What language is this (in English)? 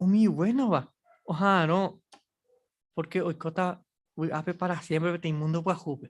Guarani